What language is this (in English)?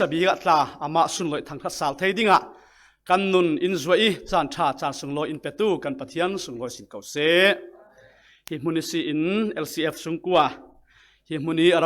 Falam Chin